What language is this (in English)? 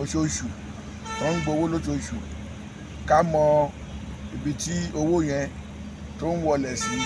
Yoruba